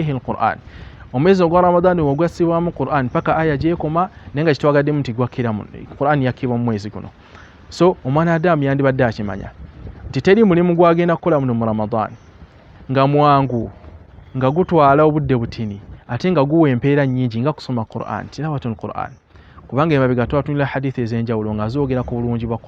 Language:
Ganda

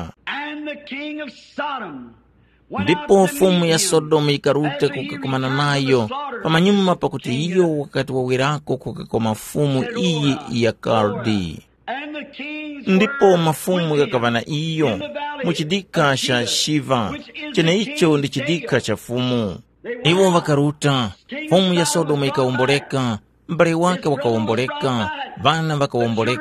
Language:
Tumbuka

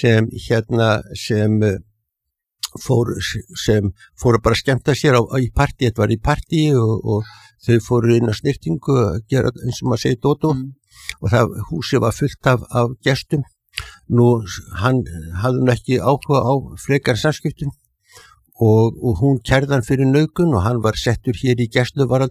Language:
Icelandic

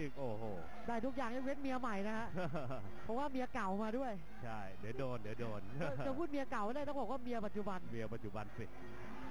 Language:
Thai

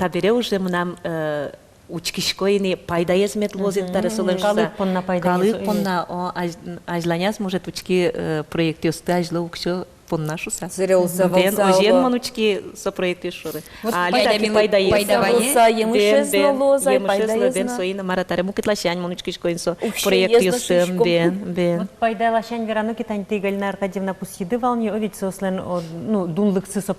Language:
Udmurt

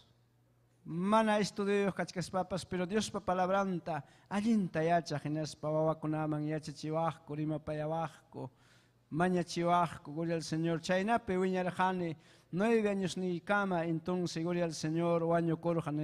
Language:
Ayacucho Quechua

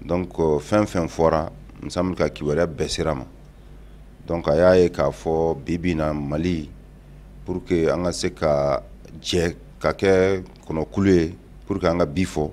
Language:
Bambara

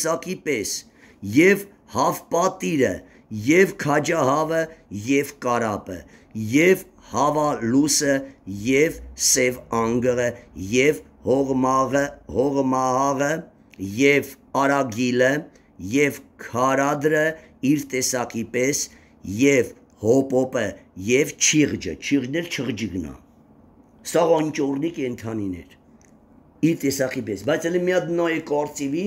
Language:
Armenian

